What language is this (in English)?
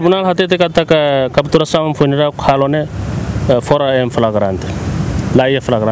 Tetum